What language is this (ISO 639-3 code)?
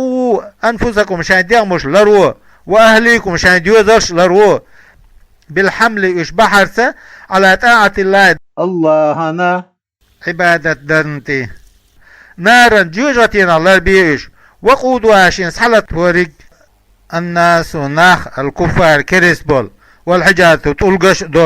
che